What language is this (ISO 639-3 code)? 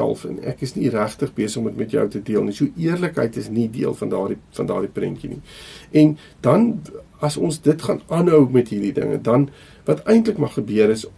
afr